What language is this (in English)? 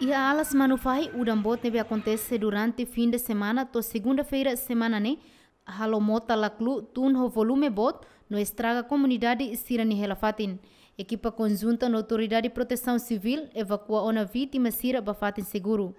Tetum